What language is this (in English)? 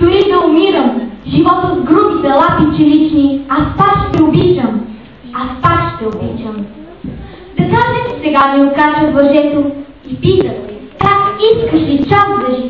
Bulgarian